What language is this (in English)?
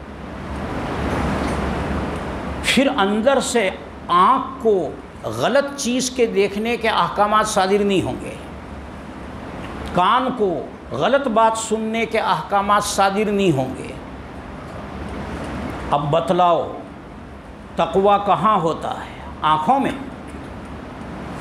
Urdu